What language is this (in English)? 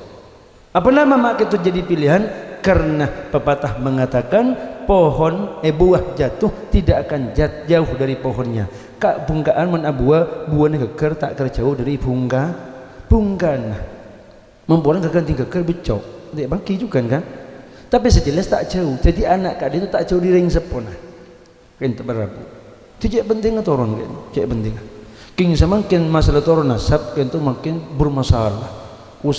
Madurese